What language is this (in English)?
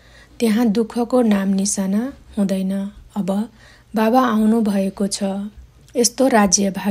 Nepali